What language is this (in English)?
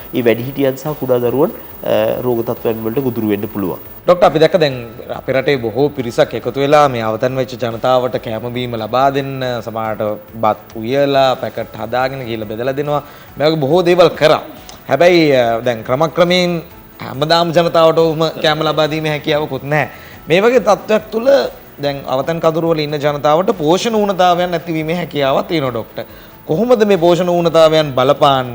Sinhala